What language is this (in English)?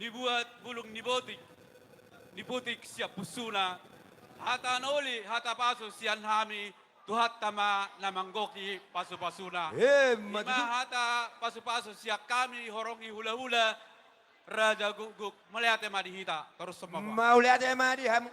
Batak Toba